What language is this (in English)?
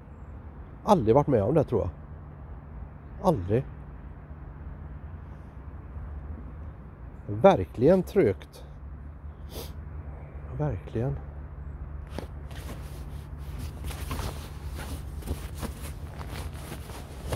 Swedish